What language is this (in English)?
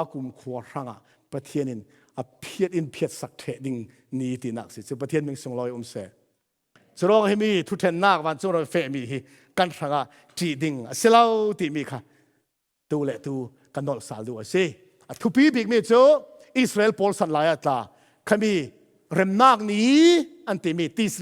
Falam Chin